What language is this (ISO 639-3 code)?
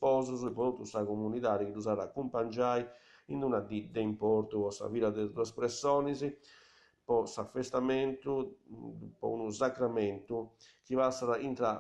srd